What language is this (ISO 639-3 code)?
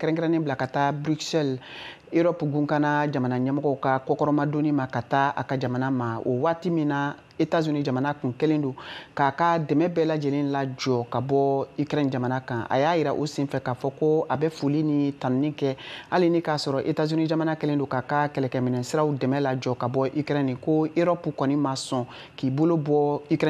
bam